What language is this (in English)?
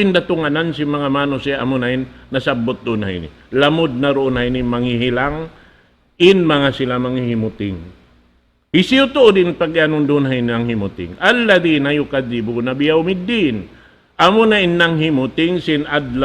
Tausug